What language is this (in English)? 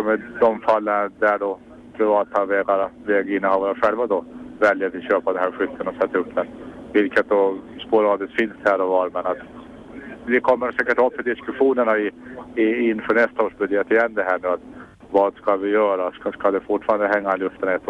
Swedish